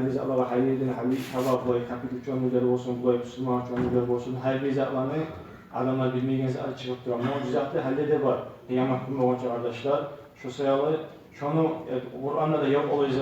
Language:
Kumyk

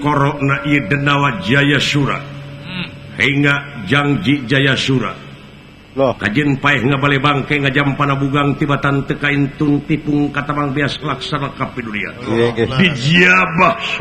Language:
Sundanese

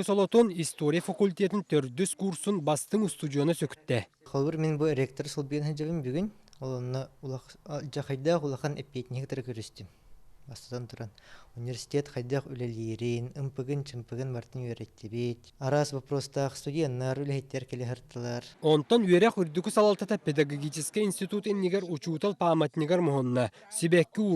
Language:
Yakut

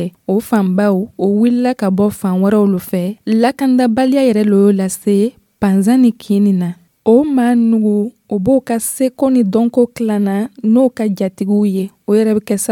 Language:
Dyula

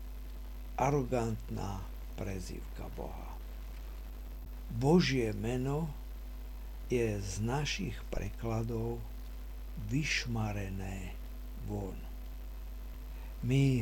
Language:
Slovak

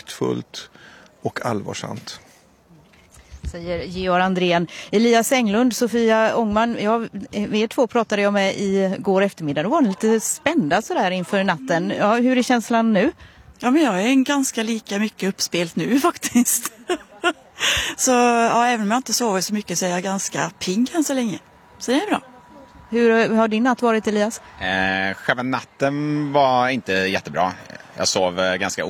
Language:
Swedish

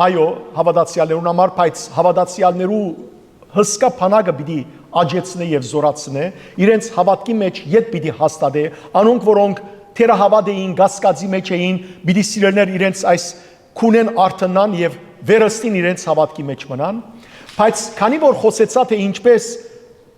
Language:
Western Armenian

